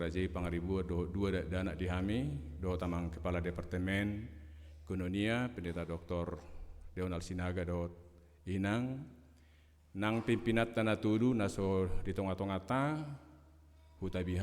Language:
Batak Toba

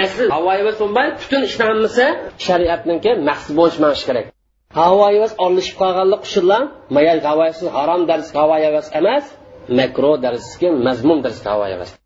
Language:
Uyghur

